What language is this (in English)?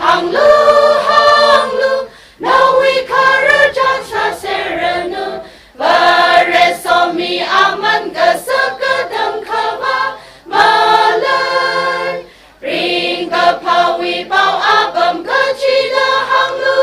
Tangkhul Naga (India)